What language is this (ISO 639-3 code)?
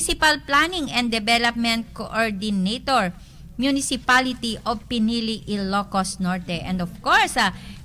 ilo